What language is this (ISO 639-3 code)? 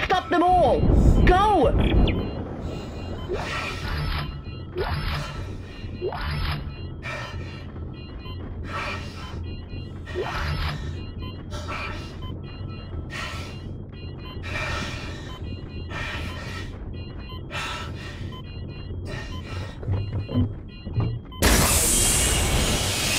eng